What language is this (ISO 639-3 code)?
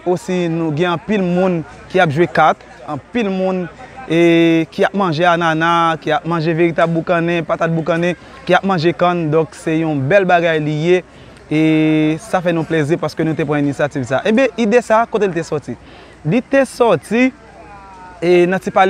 hat